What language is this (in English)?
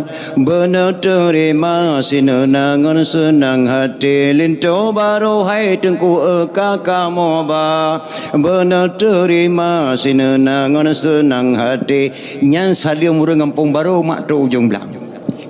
Achinese